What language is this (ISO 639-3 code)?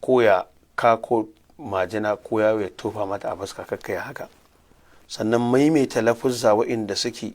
hau